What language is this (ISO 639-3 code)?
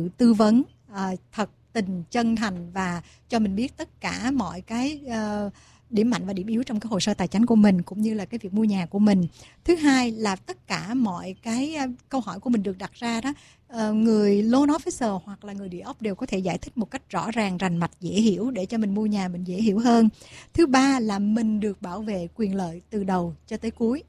vie